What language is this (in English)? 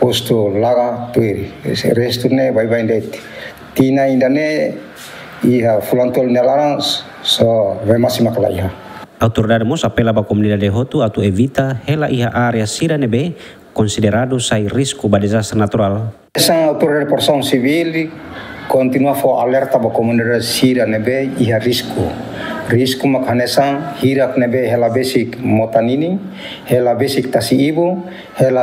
Tetum